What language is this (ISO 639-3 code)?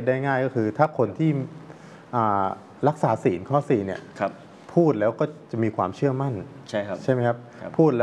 tha